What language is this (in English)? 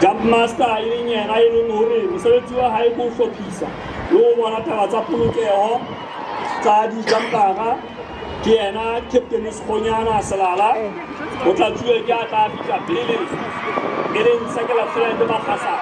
Southern Sotho